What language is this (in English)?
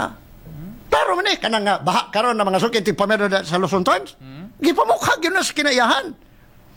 Cebuano